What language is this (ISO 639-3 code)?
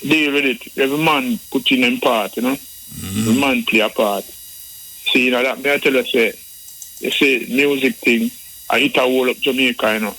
jam